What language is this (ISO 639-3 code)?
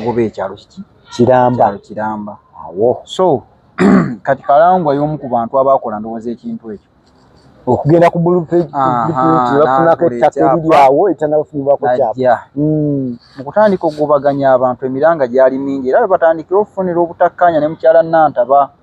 lug